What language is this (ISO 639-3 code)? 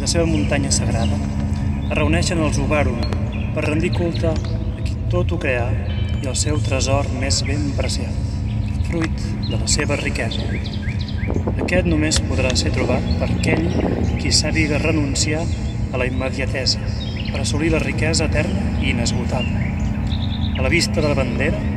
cat